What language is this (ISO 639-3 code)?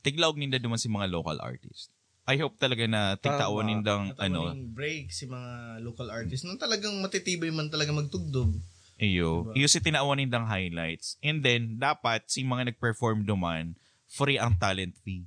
bik